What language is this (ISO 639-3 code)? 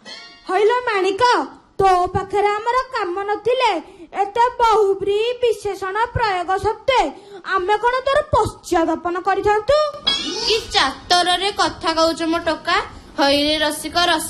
ori